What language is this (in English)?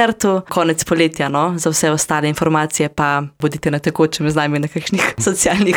Slovenian